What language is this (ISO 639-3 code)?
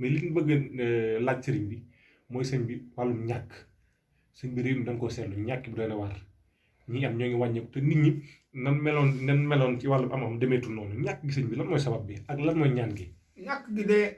wol